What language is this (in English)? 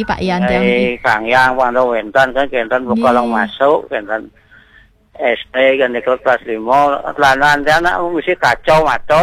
Balinese